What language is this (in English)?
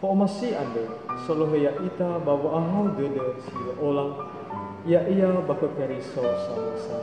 Nias